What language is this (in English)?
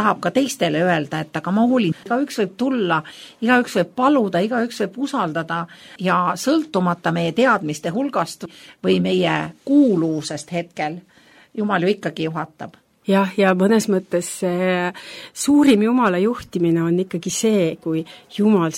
Estonian